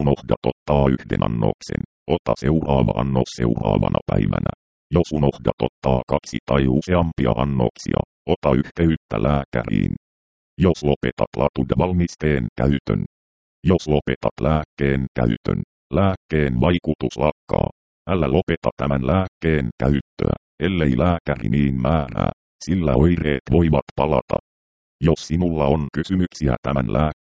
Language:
Finnish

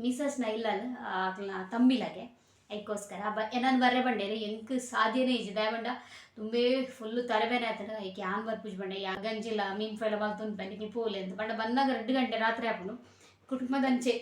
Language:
Tulu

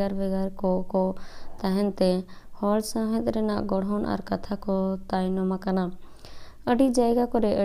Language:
Santali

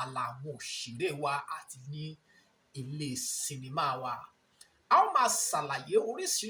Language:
Yoruba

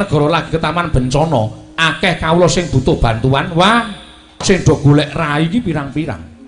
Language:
Javanese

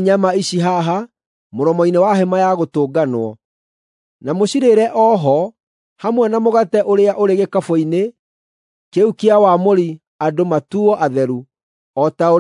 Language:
Kikuyu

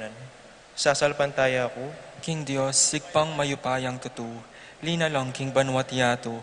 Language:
Pampanga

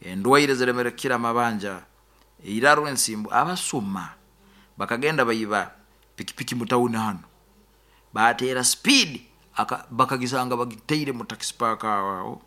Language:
Nyoro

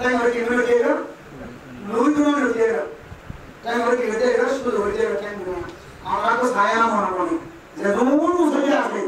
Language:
Rohingya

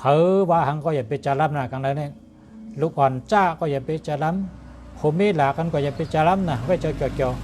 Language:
Shan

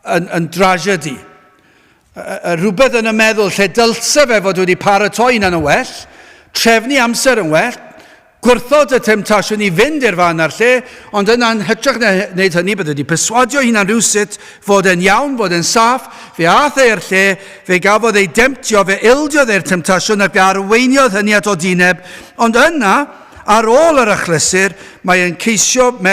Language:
Welsh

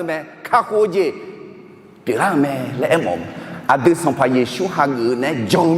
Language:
Akha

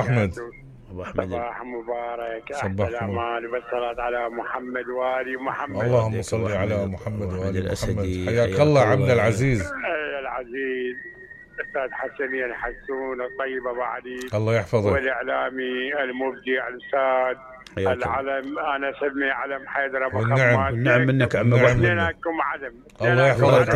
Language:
Mesopotamian Arabic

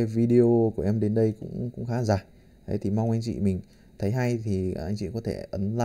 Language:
Vietnamese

